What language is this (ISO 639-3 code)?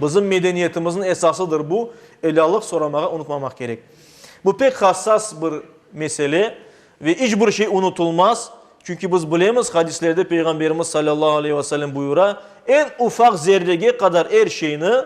crh